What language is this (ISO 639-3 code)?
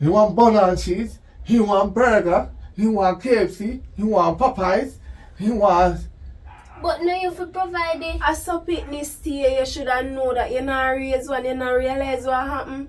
jam